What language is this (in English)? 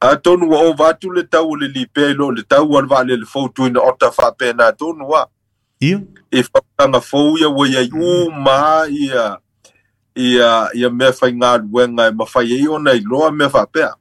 Samoan